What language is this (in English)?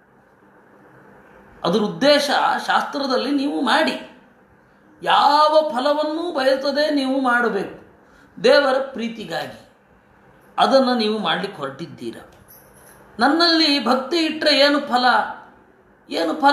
Kannada